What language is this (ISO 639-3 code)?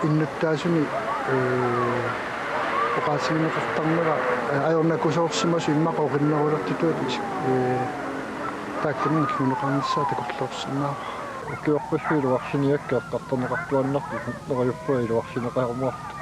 kal